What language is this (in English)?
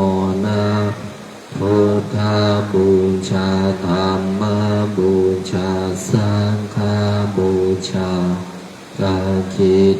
Pali